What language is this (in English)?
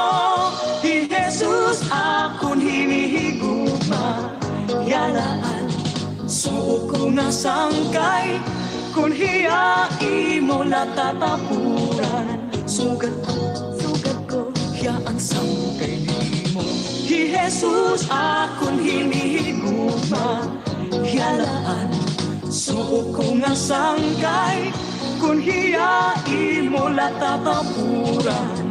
Waray